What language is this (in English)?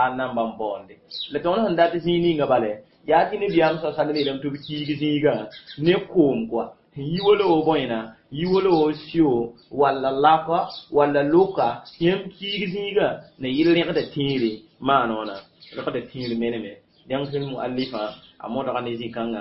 Mossi